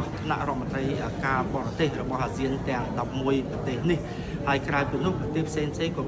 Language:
Khmer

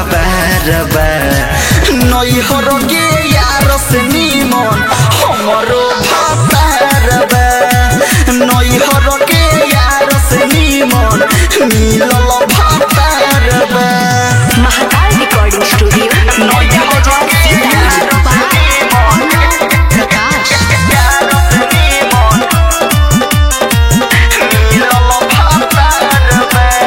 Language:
Bhojpuri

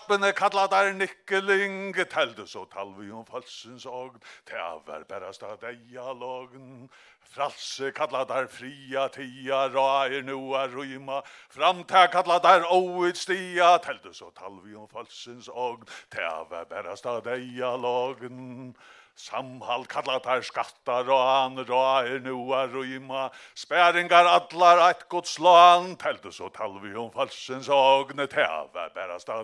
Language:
Faroese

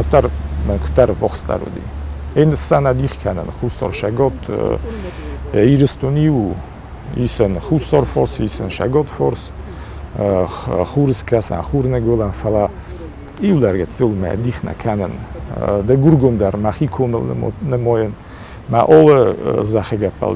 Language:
Ossetic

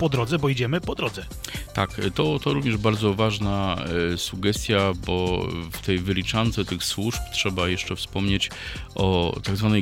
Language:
Polish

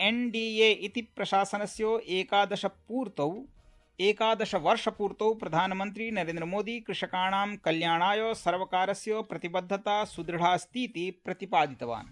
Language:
Sanskrit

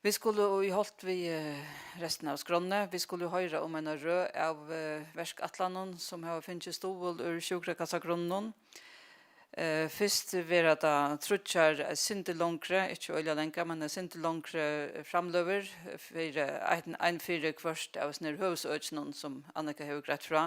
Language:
Faroese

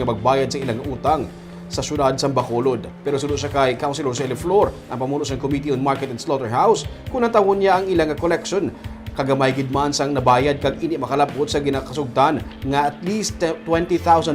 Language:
Hiligaynon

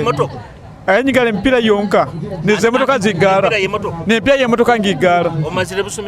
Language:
Nyoro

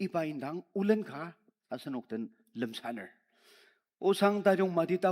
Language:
Ao Naga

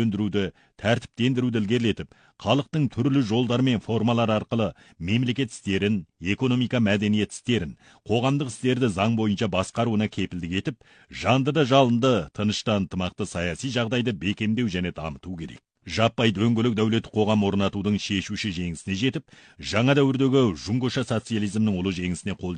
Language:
Kazakh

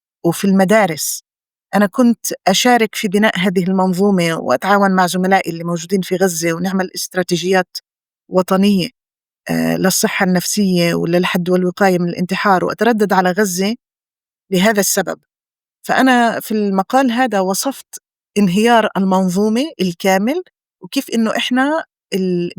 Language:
North Levantine Arabic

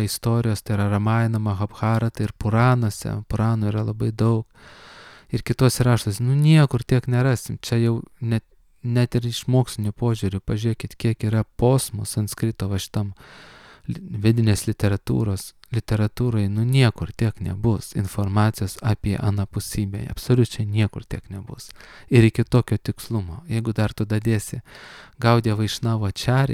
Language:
Lithuanian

